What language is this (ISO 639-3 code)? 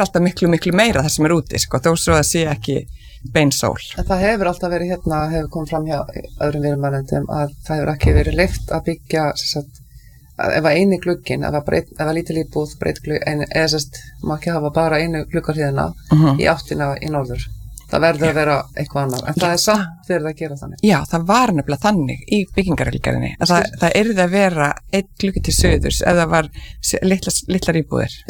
isl